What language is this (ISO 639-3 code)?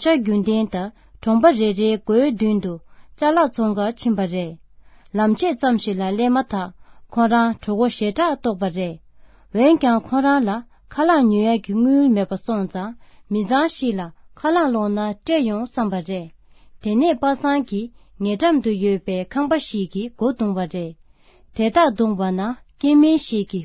bod